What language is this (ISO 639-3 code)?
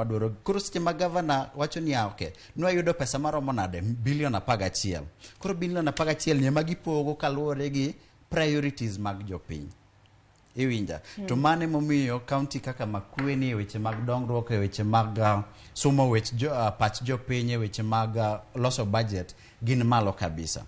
luo